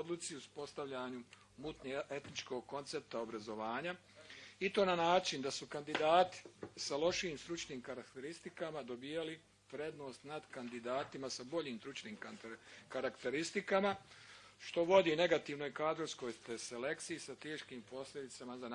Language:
Bosnian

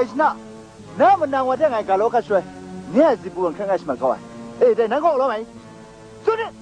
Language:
Kachin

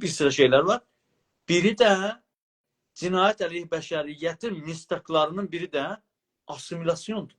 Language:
South Azerbaijani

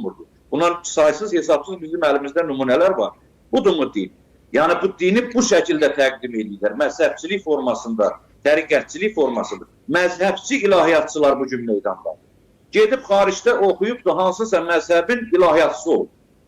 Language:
Azerbaijani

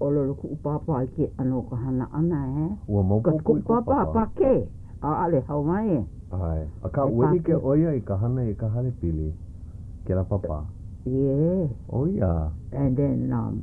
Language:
Hawaiian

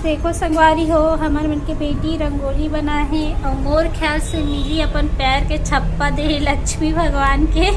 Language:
Chhattisgarhi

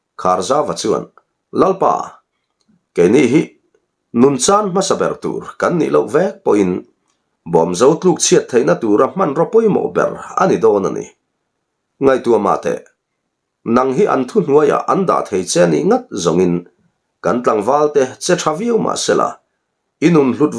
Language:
Mizo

